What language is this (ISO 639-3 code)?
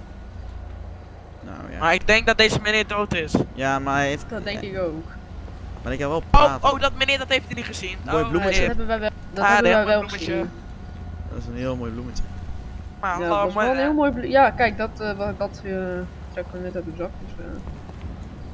nld